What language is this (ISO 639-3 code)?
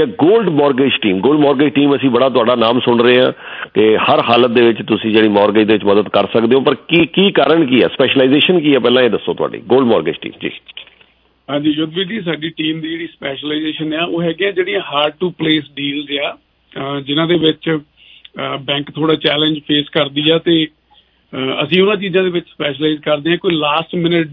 pan